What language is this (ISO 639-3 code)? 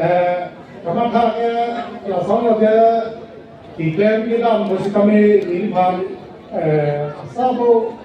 mjw